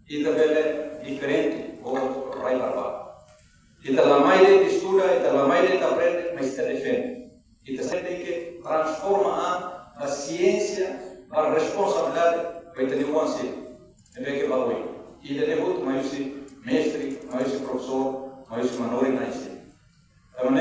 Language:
Tetum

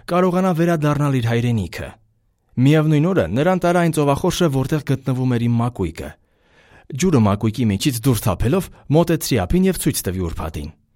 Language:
Armenian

